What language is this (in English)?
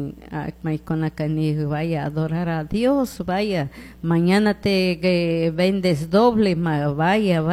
Chimborazo Highland Quichua